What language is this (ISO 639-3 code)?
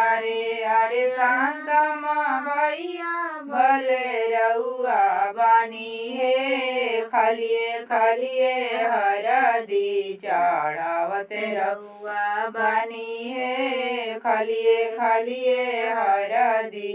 bho